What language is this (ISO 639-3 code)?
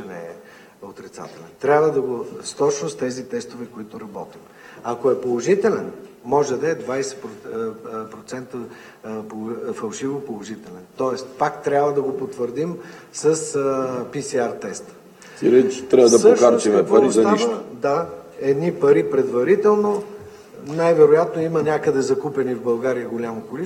bul